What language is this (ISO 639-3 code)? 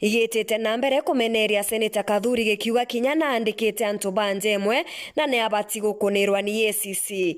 mer